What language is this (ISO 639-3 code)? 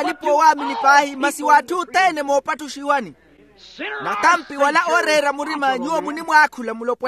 vmw